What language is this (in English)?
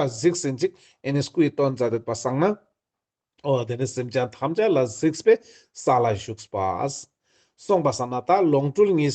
Ladakhi